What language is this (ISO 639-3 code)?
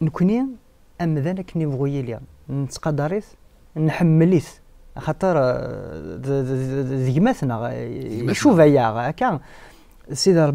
kab